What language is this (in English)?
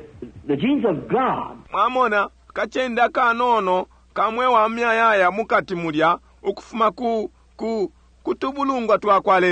Bemba